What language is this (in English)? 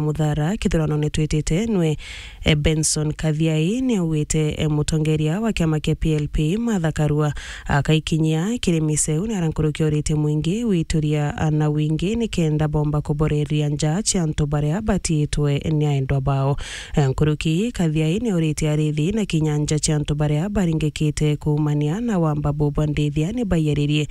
Meru